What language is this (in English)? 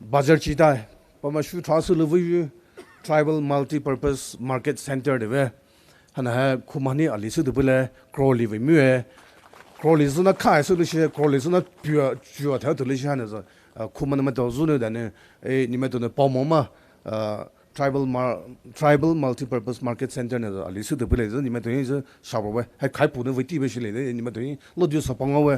Poumei Naga